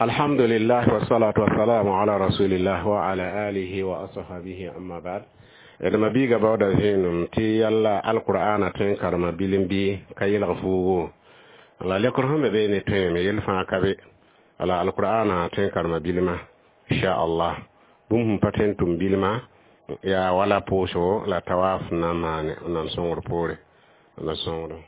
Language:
Mossi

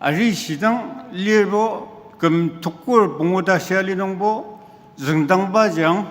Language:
Ao Naga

